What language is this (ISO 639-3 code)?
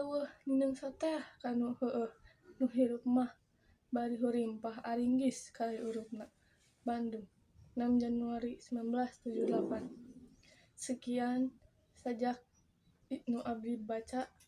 sun